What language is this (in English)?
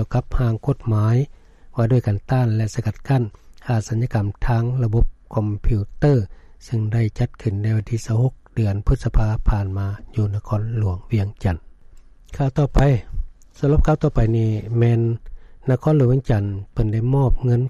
Lao